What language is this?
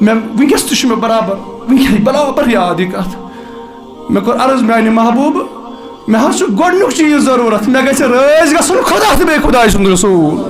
Kashmiri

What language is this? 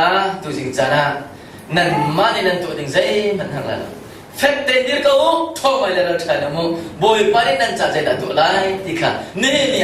Hakha Chin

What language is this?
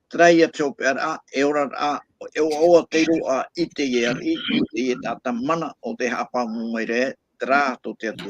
Tahitian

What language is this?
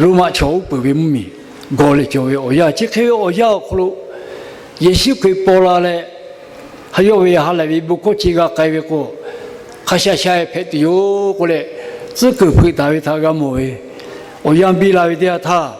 Lahu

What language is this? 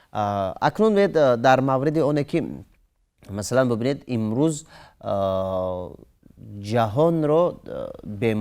Tajik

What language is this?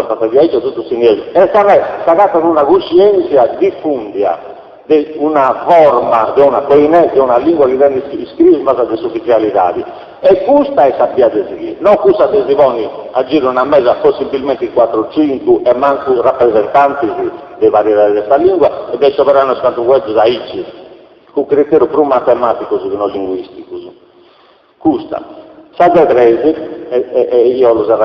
Sardinian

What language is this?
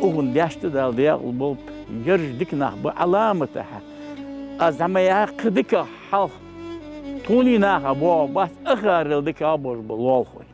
Ingush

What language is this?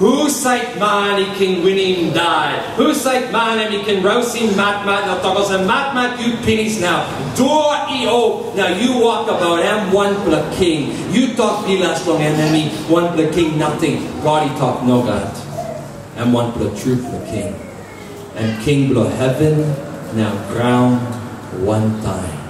Tok Pisin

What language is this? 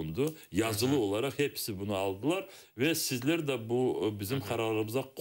Crimean Tatar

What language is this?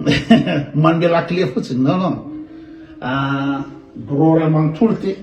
Malagasy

